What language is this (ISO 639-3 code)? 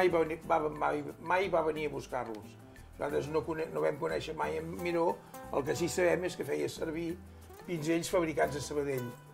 cat